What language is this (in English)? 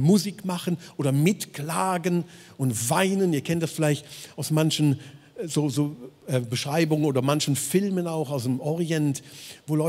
Swiss German